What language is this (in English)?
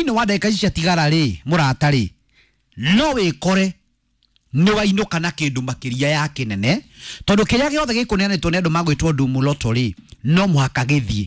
Kikuyu